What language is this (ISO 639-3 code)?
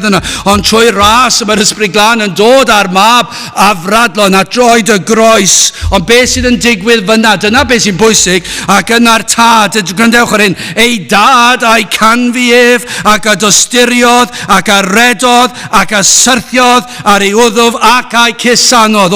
cym